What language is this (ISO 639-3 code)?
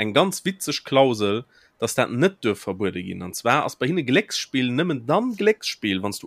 ltz